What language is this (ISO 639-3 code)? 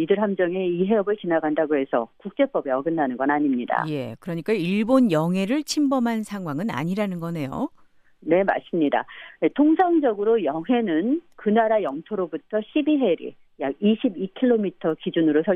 kor